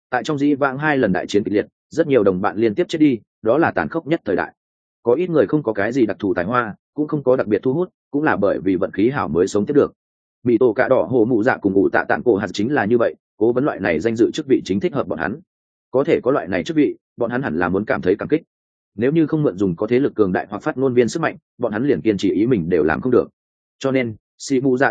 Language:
Vietnamese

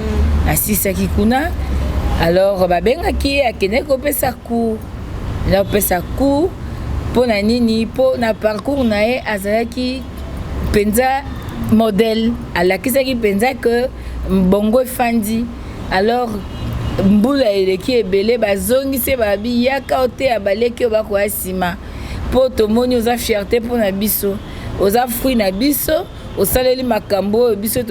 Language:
Lingala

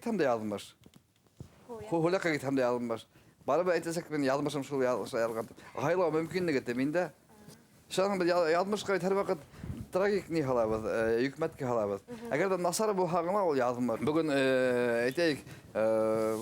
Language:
Bashkir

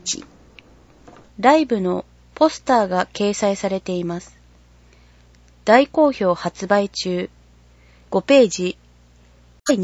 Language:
Japanese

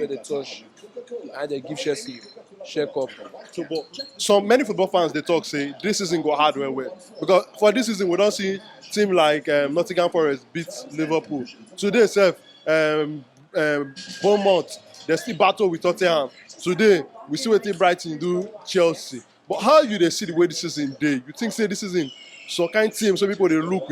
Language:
Nigerian Pidgin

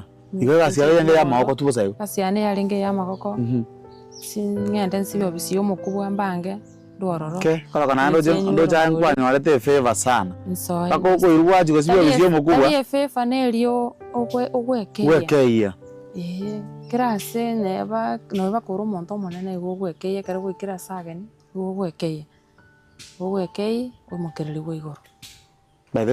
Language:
Gusii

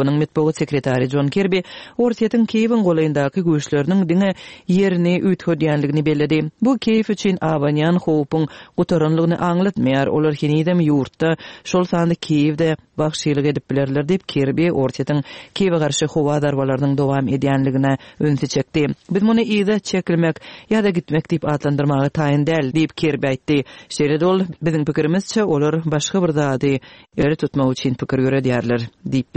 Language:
Turkmen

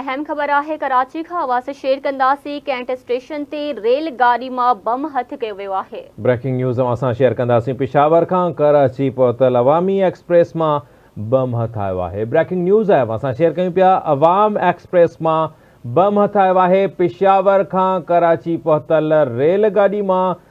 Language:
Sindhi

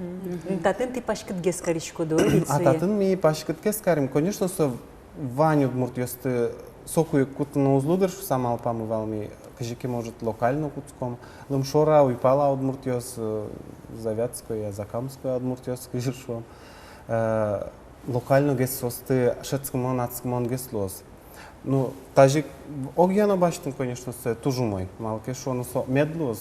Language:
Udmurt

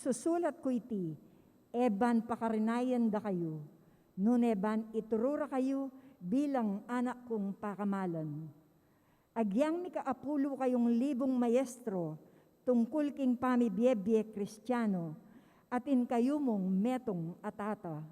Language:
Pampanga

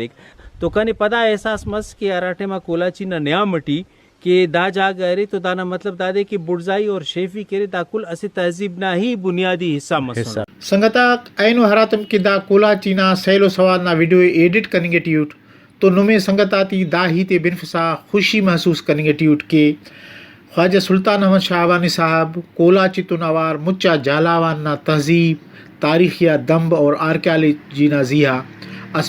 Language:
Brahui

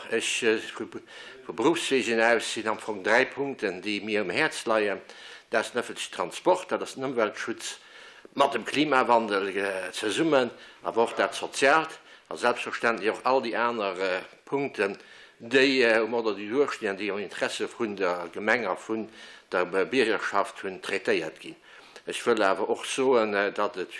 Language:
Luxembourgish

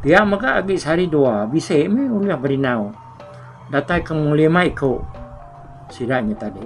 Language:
Iban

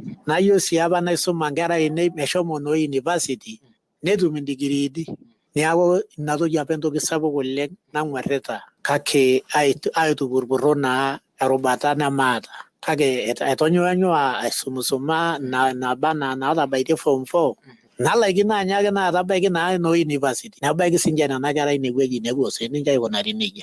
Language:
Masai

